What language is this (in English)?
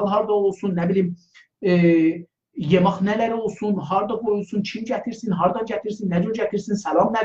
South Azerbaijani